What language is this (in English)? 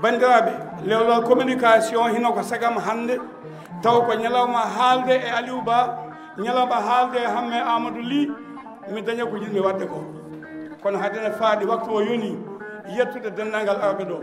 Fula